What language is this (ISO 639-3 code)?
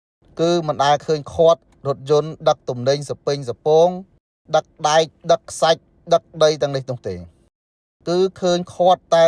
khm